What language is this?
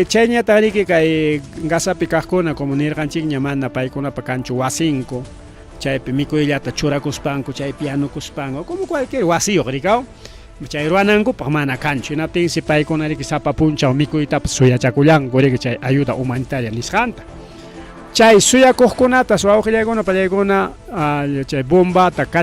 Ayacucho Quechua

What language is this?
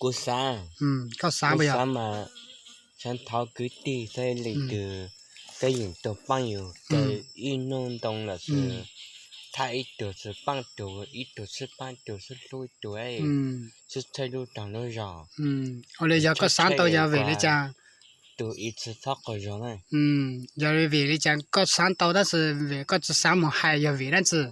Hmong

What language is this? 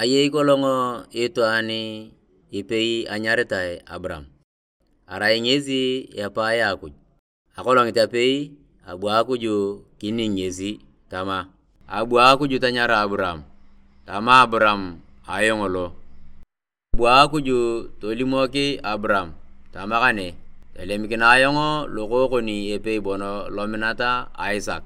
Turkana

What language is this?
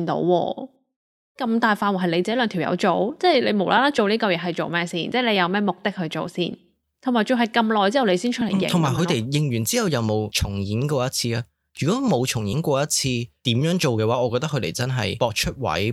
Cantonese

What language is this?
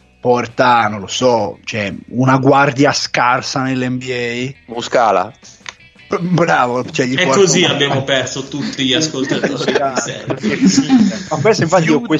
Italian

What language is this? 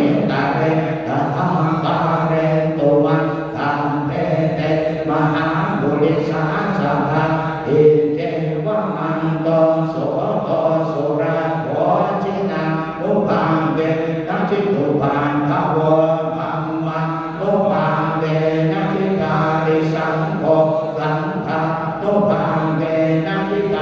Pali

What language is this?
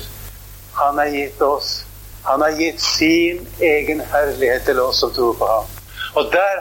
Norwegian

